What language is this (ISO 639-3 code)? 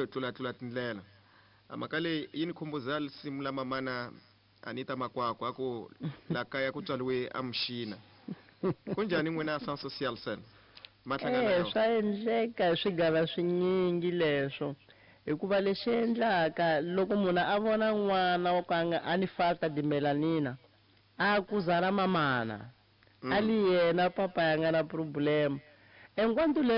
tso